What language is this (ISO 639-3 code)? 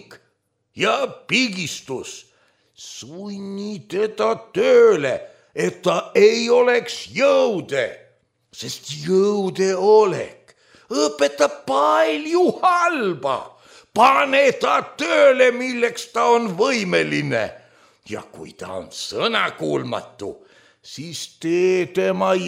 est